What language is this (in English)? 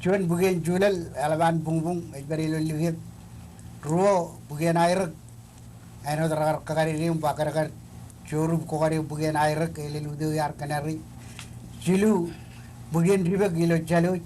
Marshallese